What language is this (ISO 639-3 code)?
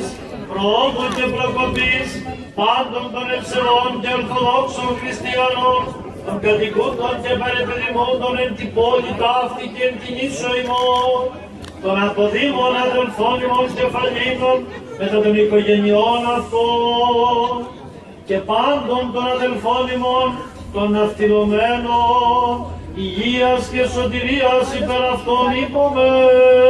ell